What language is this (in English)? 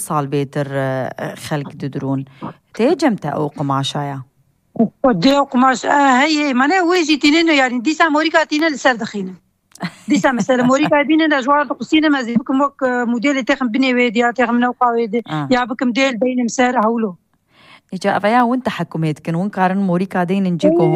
Kurdish